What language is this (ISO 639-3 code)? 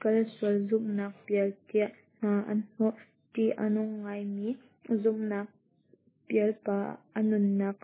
cnh